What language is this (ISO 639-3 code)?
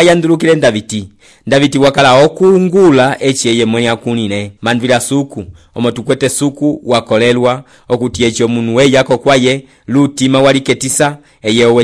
umb